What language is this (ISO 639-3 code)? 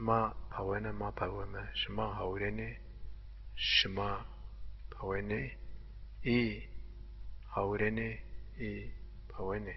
zza